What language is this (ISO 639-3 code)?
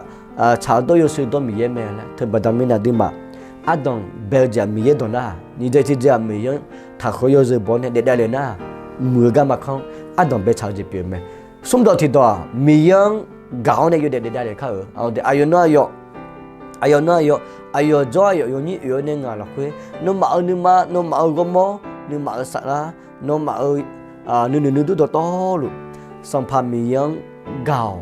ahk